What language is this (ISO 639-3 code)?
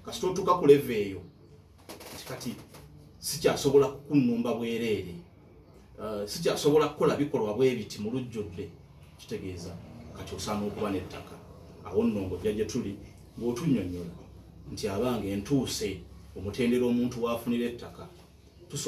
lug